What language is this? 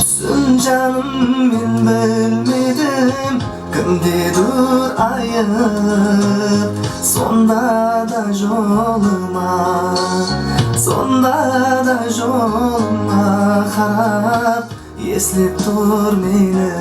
Kara-Kalpak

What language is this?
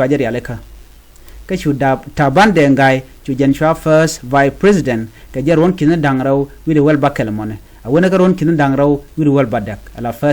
Nuer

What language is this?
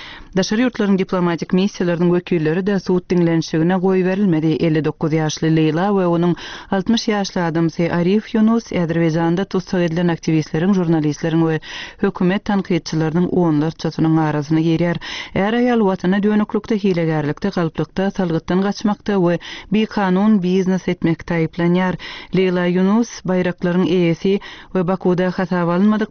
Turkmen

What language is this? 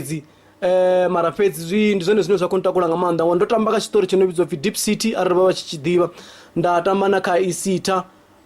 Venda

